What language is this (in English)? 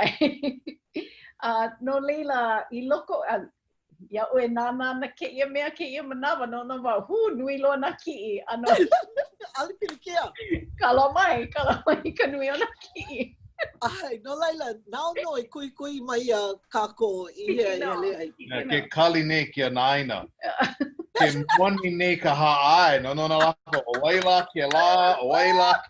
Hawaiian